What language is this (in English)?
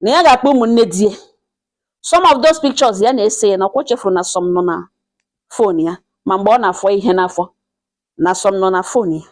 Igbo